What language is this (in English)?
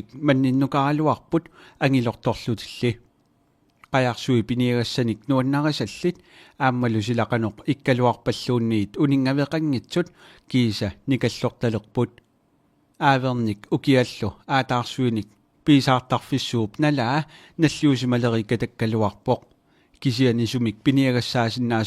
Kalaallisut